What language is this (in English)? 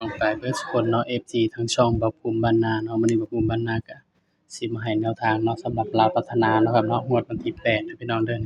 Northeastern Thai